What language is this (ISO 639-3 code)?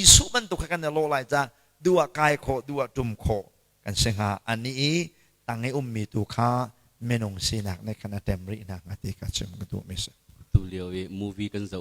cnh